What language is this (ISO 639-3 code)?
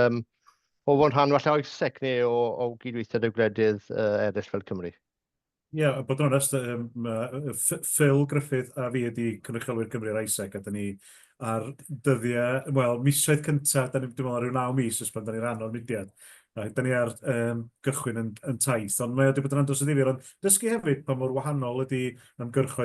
cym